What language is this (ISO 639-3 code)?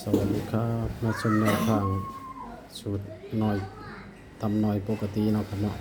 tts